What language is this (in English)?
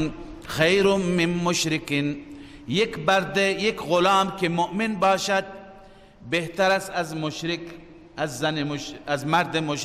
Persian